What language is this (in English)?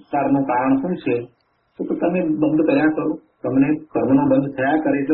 Gujarati